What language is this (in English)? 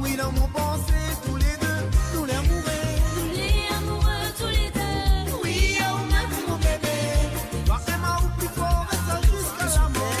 Morisyen